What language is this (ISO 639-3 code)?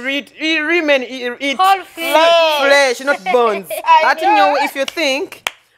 nyo